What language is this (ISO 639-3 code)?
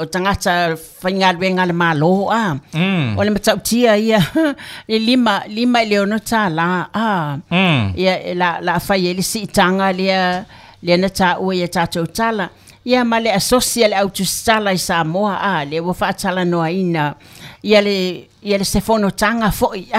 smo